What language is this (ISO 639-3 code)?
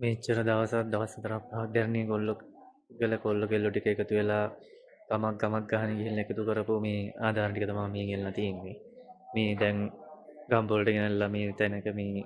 sin